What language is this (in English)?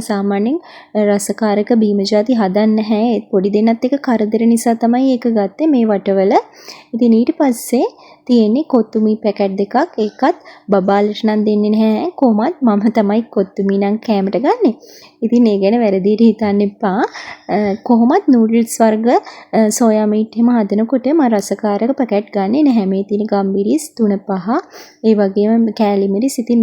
Sinhala